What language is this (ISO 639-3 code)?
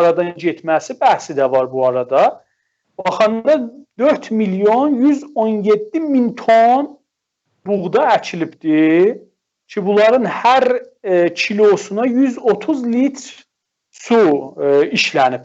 azb